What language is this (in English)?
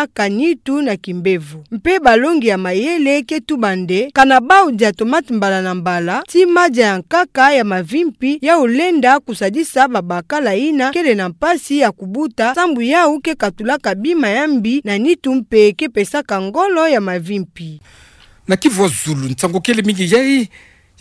Kituba (Democratic Republic of Congo)